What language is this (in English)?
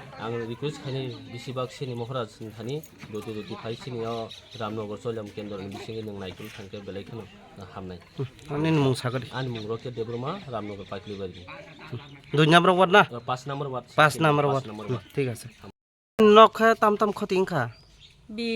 Kok Borok